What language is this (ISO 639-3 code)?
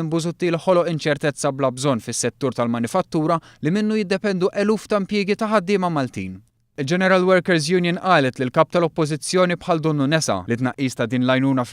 mlt